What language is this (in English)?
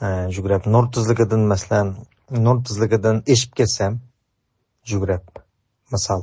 Uyghur